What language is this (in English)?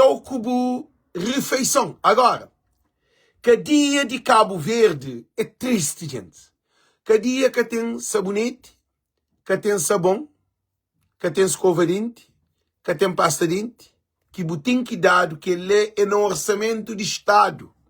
Kabuverdianu